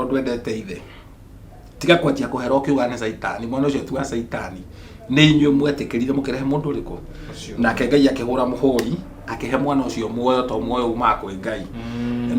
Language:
Kikuyu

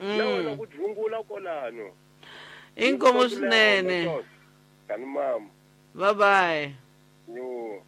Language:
Tsonga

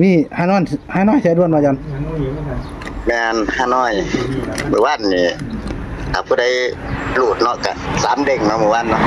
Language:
Northeastern Thai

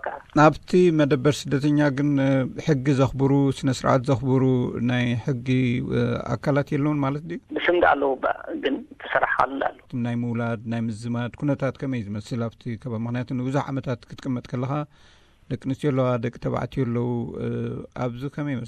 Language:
Tigrinya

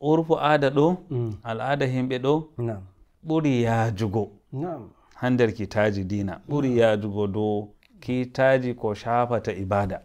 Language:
Nigerian Fulfulde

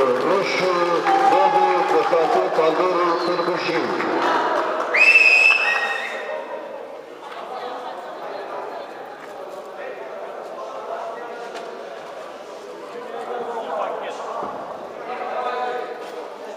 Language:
Romanian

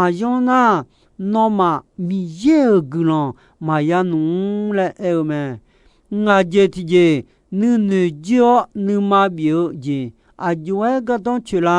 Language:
Akha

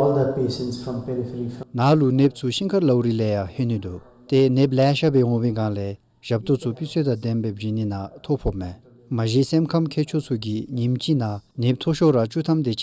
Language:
Dzongkha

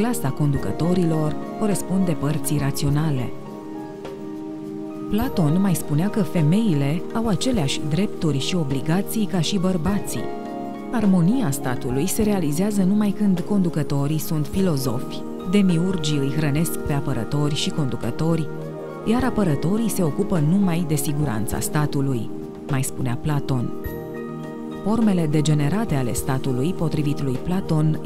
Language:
Romanian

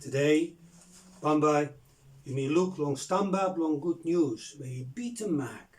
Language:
Bislama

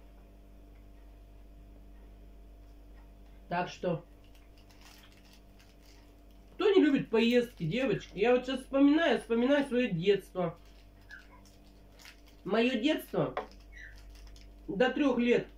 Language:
Russian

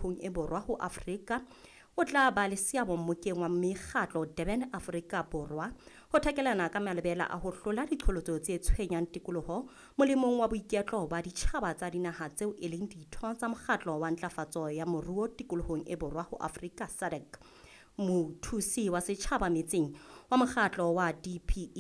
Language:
Southern Sotho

